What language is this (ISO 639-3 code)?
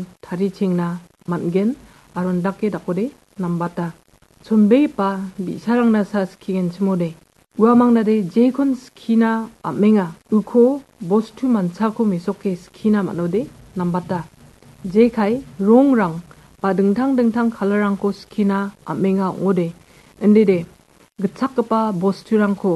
grt